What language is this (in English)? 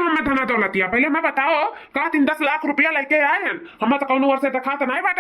Awadhi